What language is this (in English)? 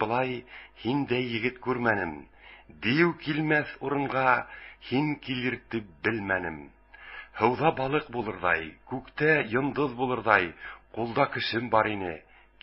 Bashkir